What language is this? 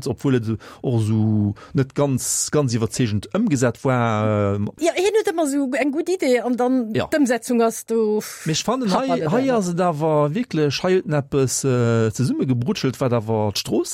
Luxembourgish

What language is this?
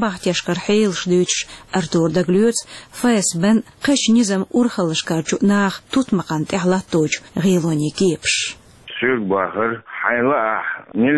Chechen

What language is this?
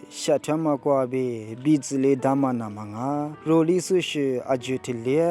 Lisu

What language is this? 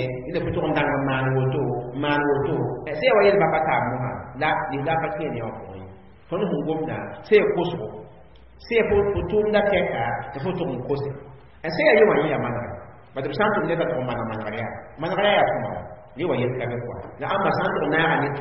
Mossi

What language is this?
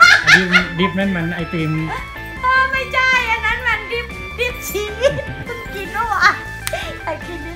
Thai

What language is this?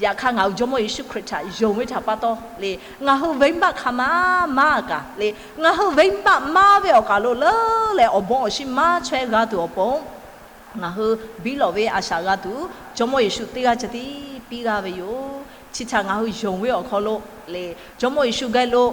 Lahu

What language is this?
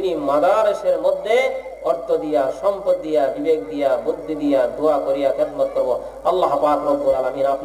Bangla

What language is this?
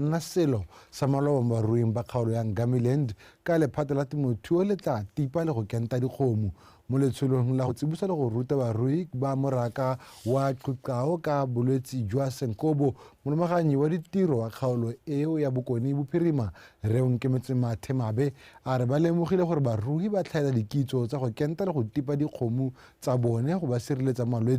Tswana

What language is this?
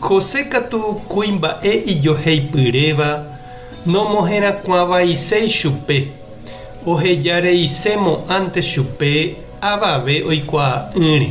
Guarani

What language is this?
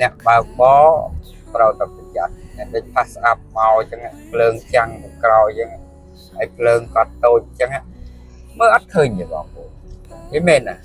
Khmer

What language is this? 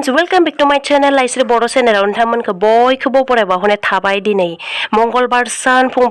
Bodo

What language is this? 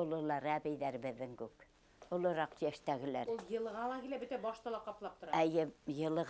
Bashkir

